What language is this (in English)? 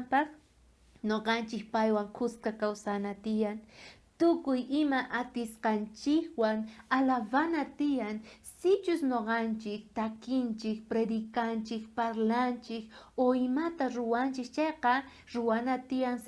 South Bolivian Quechua